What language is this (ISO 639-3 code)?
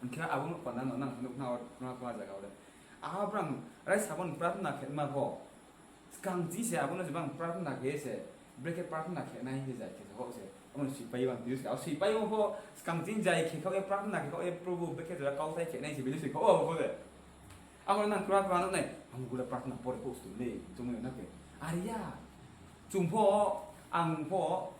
ria